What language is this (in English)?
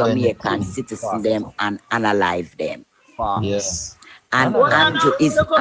Jamaican Creole English